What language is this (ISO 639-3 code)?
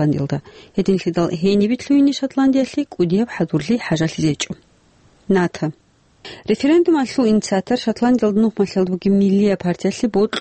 ava